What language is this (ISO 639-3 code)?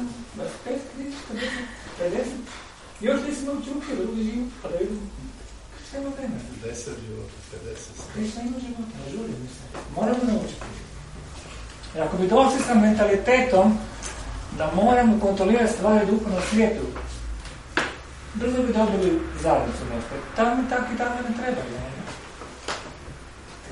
hrv